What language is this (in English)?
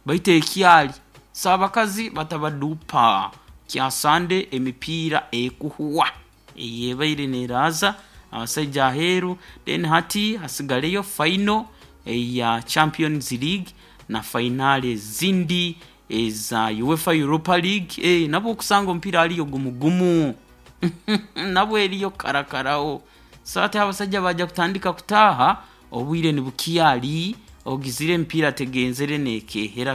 Nyoro